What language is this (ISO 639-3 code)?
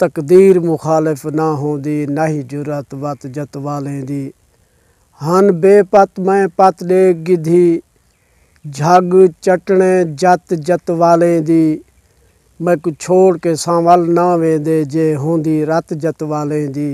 skr